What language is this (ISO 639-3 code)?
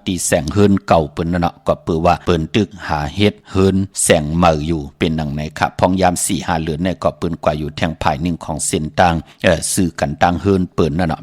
shn